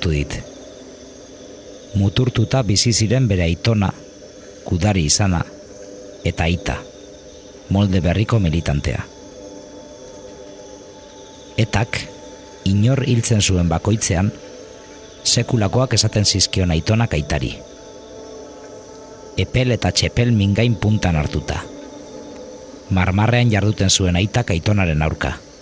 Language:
Basque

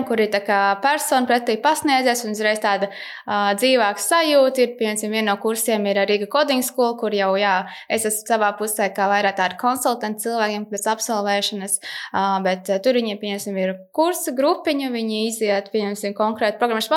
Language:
Latvian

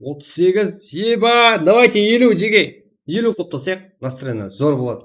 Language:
Kara-Kalpak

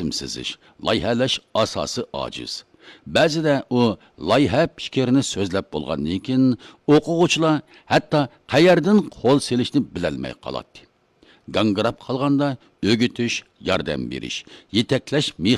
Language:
Uyghur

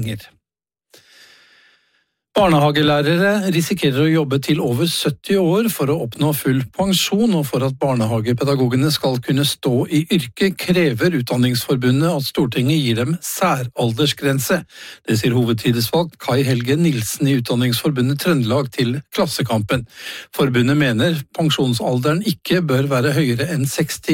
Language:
Norwegian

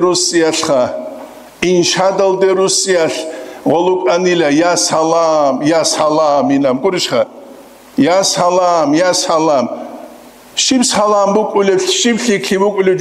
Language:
Avaric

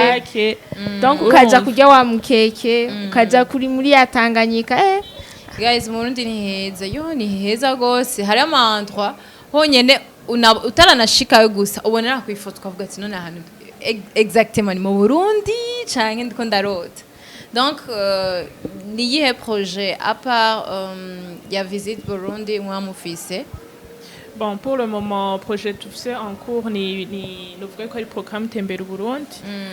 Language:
Rundi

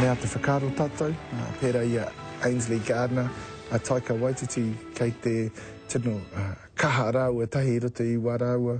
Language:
Māori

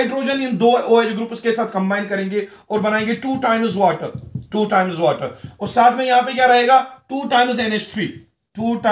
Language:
Hindi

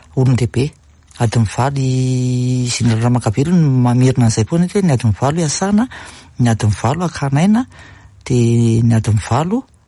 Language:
Malagasy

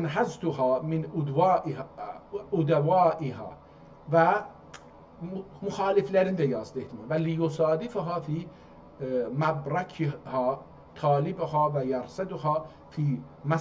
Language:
South Azerbaijani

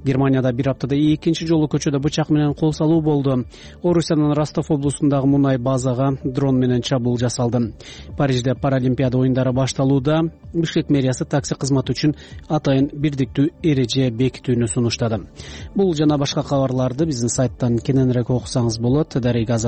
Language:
Kyrgyz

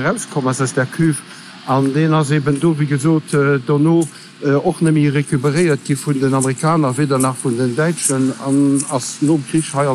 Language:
Luxembourgish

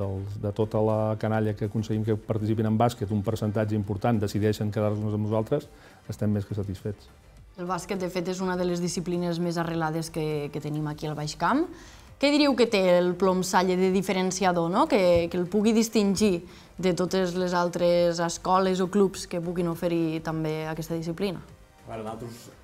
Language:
Catalan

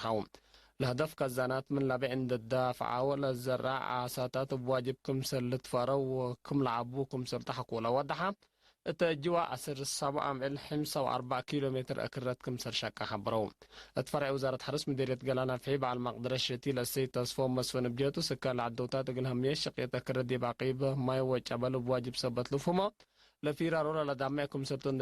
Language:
Tigre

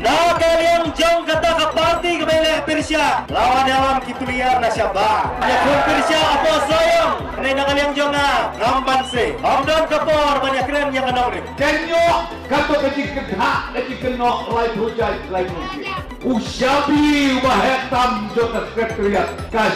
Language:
Khasi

